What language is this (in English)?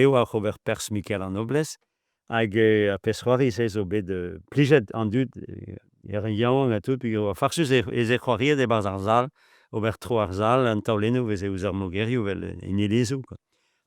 Breton